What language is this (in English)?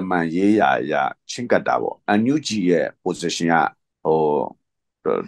Burmese